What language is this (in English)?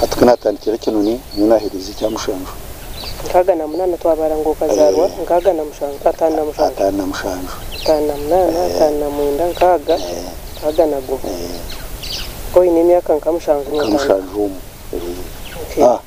Nyankole